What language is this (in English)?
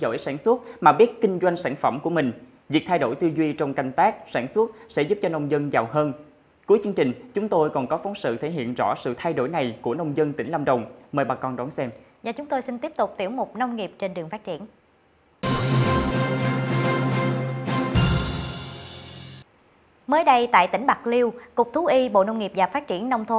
Vietnamese